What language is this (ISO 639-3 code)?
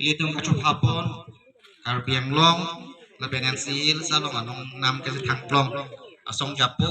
mjw